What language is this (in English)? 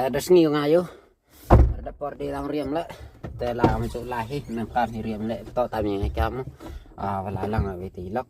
Khasi